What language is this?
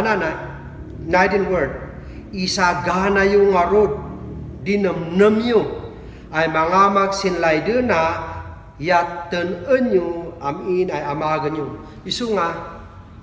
Kankanaey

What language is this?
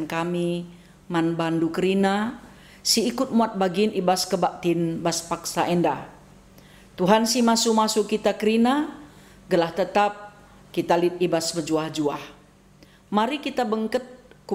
Batak Karo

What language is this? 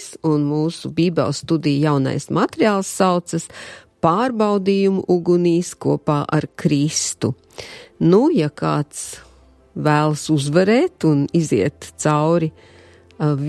Latvian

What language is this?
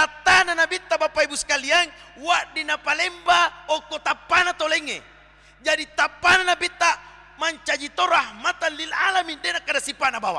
Buginese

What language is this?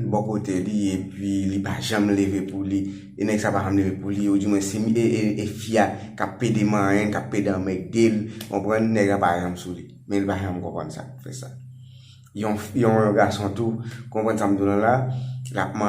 Haitian Creole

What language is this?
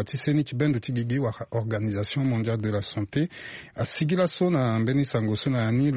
Sango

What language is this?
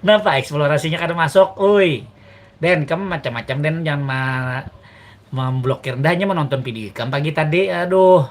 Banjar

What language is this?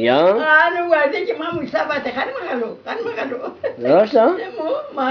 Zaza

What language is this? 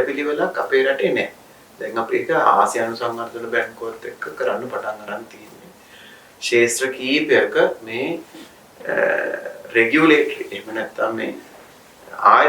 Sinhala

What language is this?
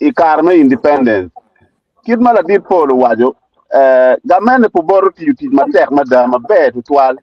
Acoli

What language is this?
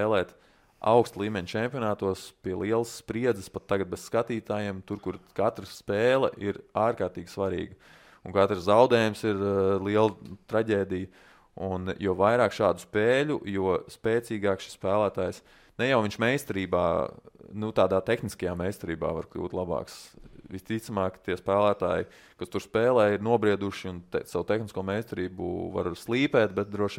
Latvian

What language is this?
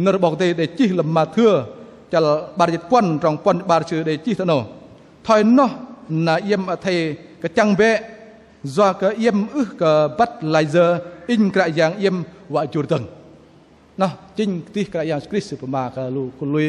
Bahnar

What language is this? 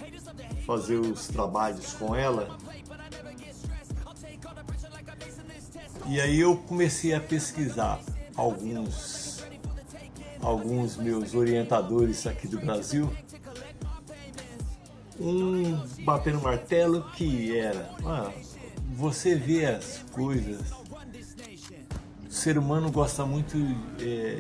Portuguese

